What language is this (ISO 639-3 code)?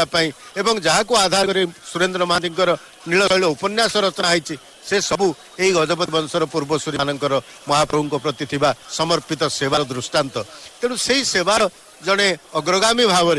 ori